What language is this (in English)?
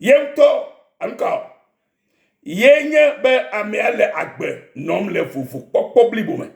Ewe